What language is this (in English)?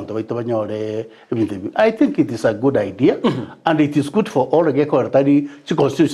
Gusii